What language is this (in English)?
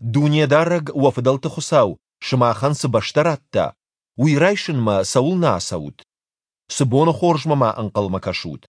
Ossetic